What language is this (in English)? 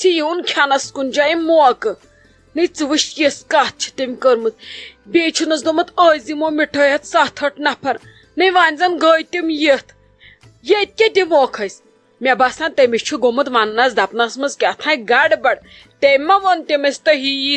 Kashmiri